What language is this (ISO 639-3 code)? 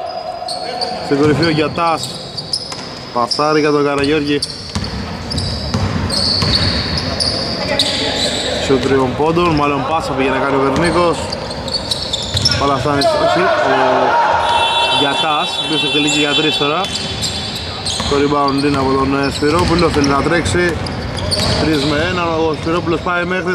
ell